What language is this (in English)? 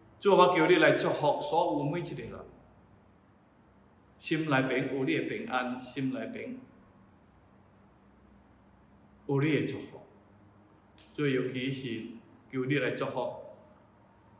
Min Nan Chinese